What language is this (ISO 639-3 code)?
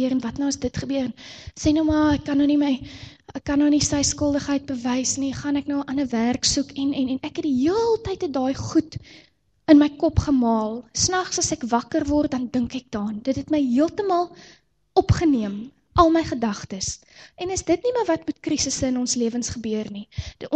afr